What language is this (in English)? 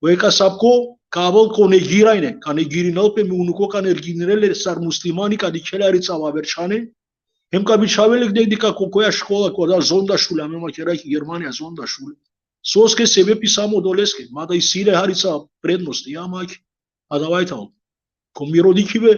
Balkan Romani